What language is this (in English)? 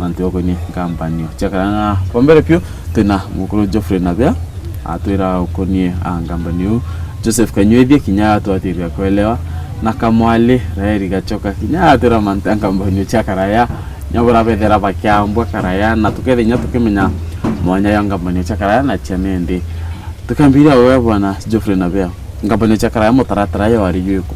Meru